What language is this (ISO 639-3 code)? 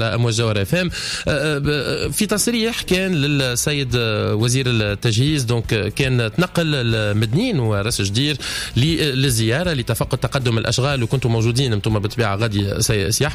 aeb